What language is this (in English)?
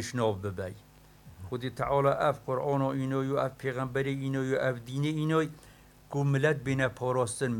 Kurdish